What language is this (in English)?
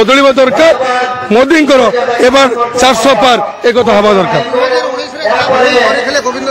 Odia